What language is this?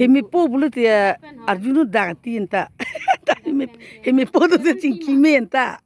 Karbi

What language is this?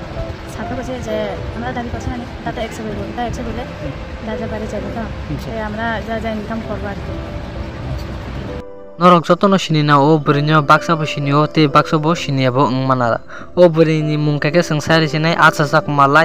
Kok Borok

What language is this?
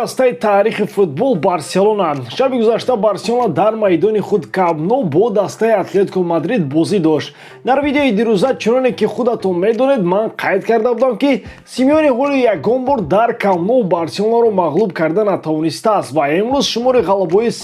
Tajik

